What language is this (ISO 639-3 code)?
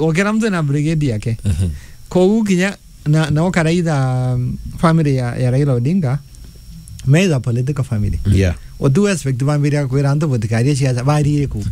mer